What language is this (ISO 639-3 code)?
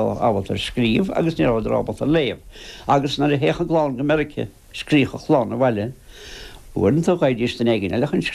gle